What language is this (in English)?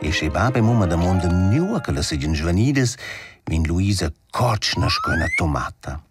Romansh